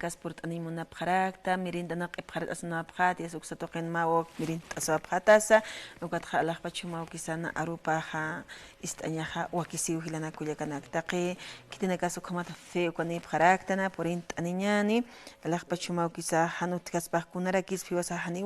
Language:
Aymara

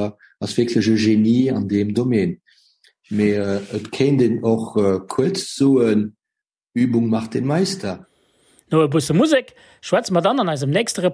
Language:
Luxembourgish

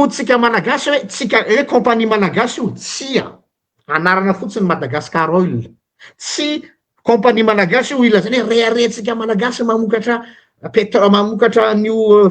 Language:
Malagasy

